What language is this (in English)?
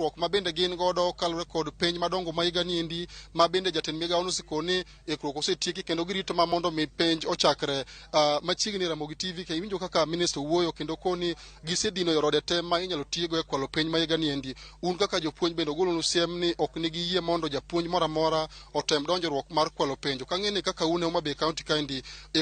Luo (Kenya and Tanzania)